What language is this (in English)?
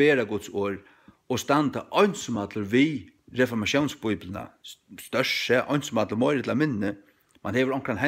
Faroese